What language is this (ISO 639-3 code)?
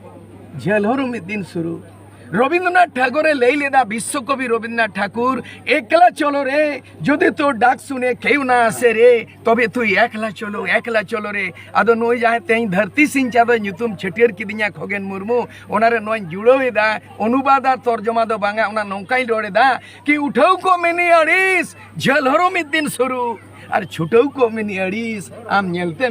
sat